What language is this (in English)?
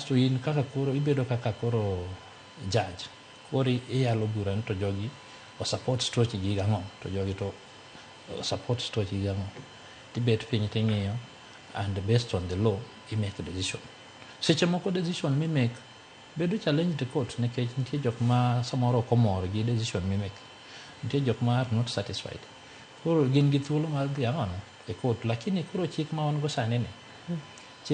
Luo (Kenya and Tanzania)